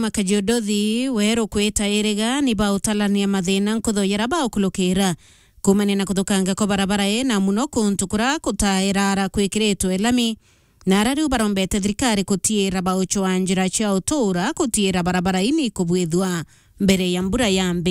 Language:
Meru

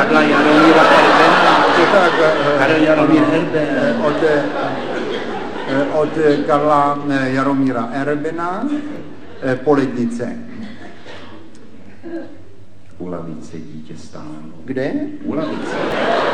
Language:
Czech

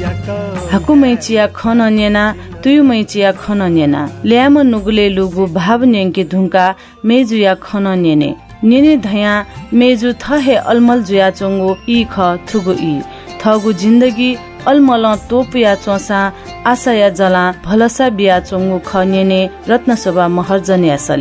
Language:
Newari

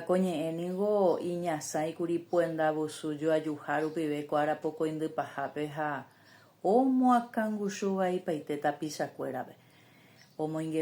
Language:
Guarani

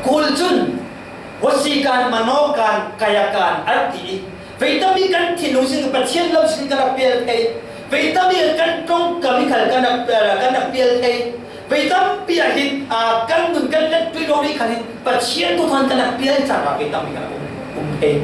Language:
Falam Chin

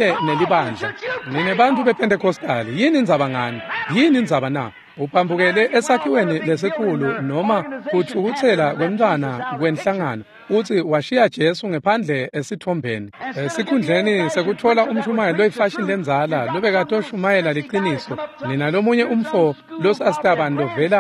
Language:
Swati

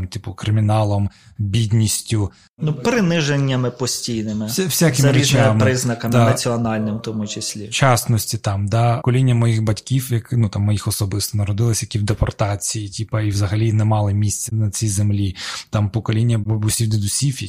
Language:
Ukrainian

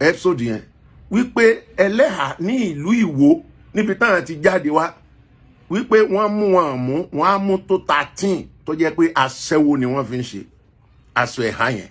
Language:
Yoruba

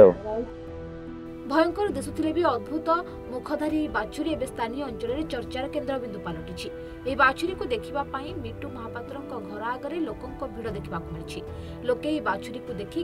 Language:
Odia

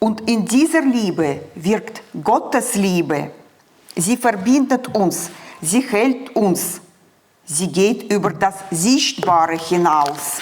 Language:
Swiss German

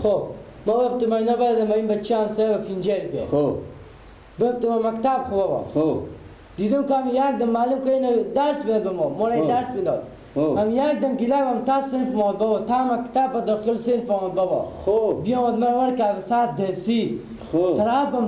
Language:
Persian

